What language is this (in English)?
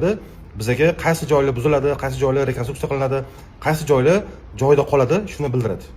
Uzbek